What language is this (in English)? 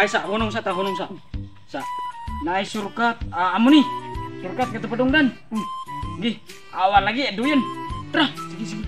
Cebuano